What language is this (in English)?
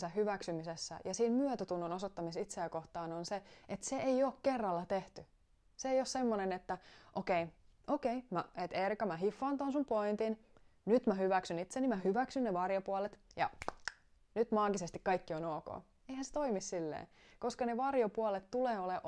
Finnish